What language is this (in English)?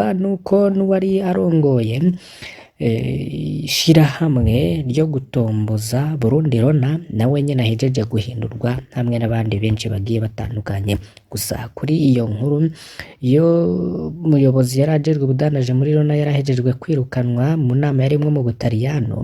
Rundi